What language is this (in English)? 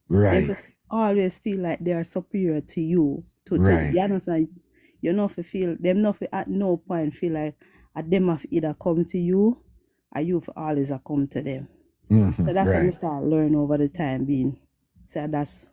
Jamaican Creole English